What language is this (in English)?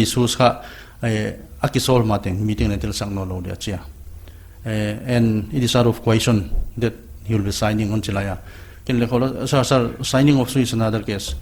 Paite Chin